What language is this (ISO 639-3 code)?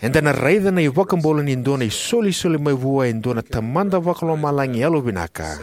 fij